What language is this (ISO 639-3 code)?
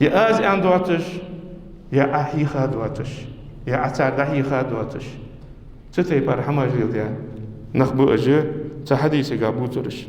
inh